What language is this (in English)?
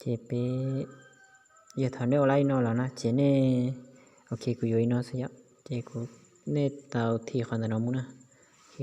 Hmong